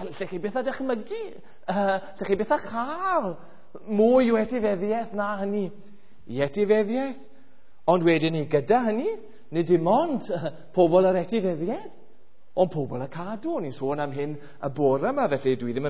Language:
Welsh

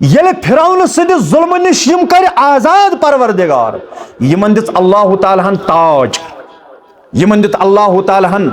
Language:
Kashmiri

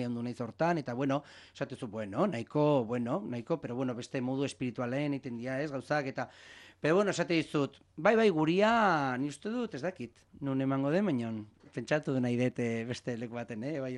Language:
Basque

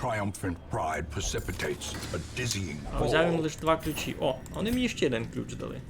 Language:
Rusyn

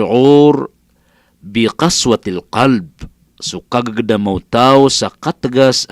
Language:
Maranao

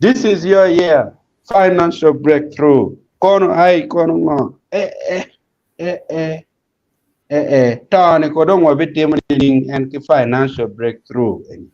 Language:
Acoli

